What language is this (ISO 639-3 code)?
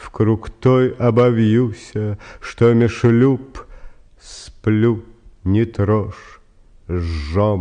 rus